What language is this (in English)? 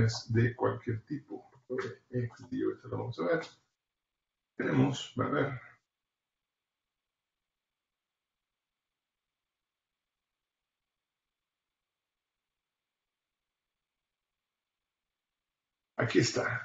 Spanish